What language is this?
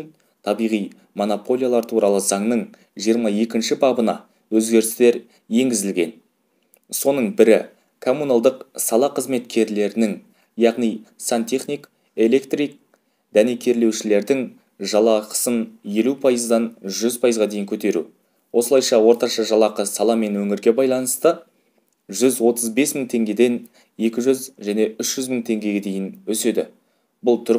Kazakh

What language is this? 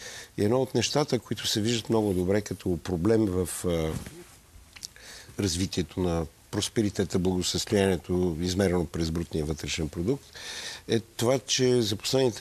Bulgarian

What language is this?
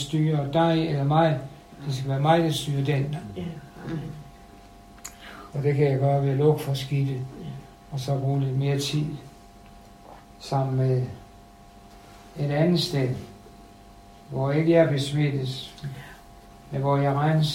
Danish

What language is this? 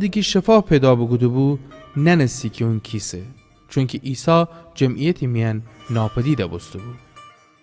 Gilaki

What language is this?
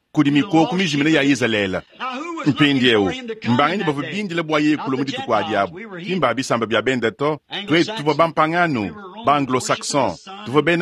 Luba-Lulua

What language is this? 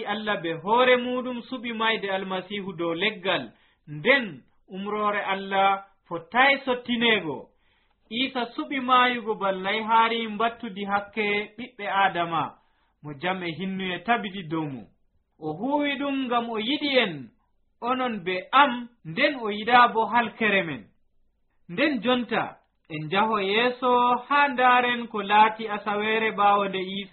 Nigerian Fulfulde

